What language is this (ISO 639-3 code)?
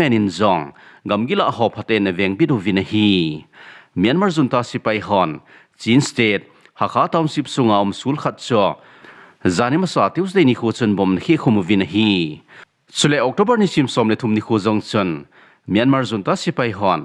tcz